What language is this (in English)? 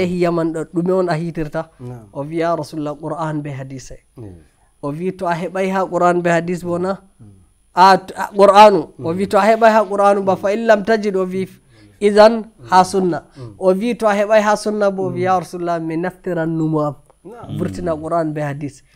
Nigerian Fulfulde